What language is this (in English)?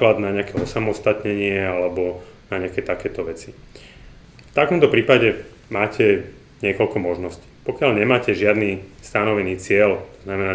Slovak